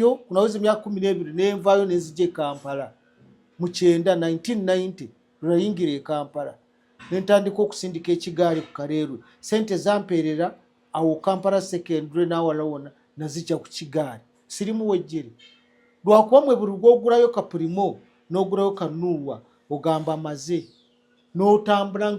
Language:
Ganda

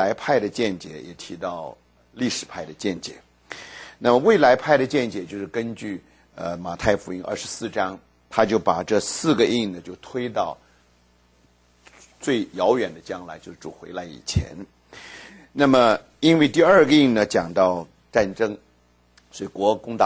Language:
Chinese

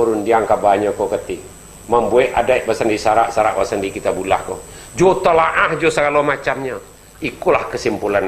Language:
Minangkabau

